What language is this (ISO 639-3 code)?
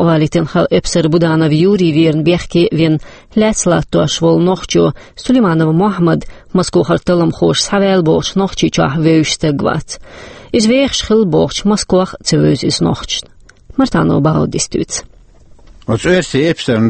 che